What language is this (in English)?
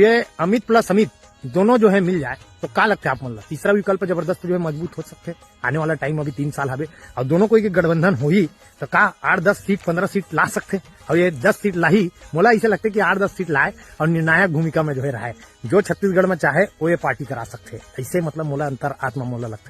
Chhattisgarhi